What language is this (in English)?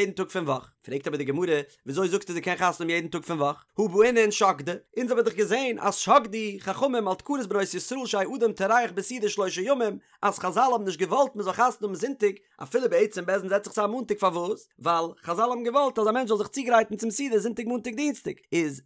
Yiddish